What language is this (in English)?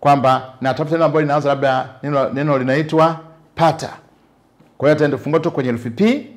Swahili